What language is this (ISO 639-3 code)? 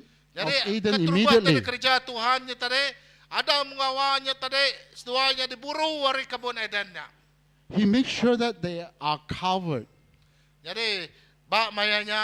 iba